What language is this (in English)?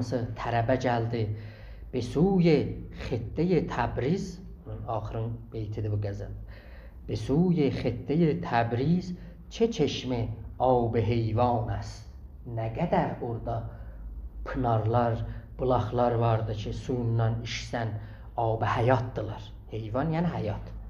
South Azerbaijani